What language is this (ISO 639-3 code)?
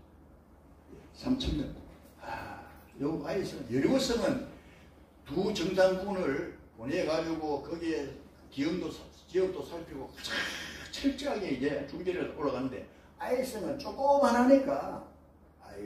kor